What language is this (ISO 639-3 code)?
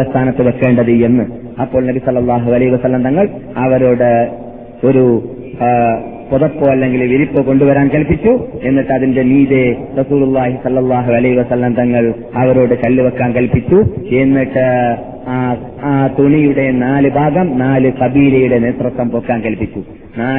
mal